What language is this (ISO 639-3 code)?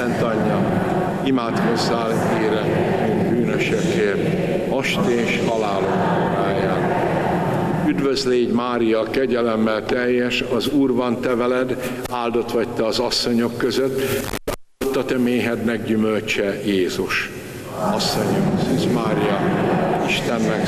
hun